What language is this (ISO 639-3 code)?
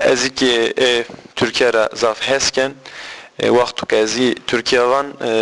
zza